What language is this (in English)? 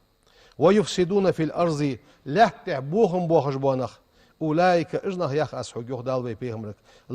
Ingush